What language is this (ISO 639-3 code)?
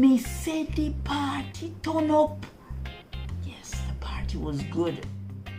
jam